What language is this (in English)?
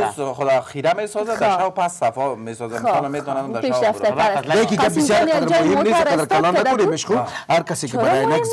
Persian